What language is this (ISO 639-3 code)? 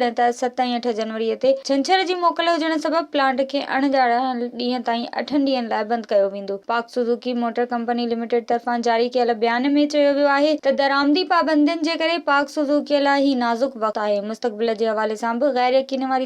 snd